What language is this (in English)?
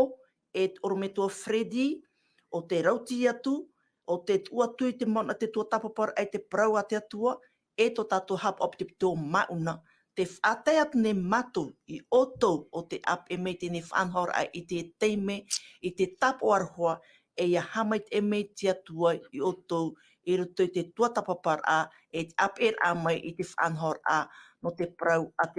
Tahitian